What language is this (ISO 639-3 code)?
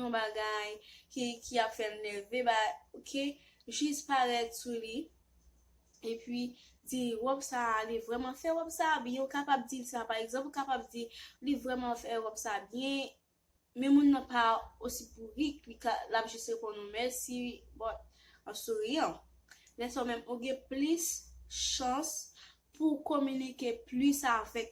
hat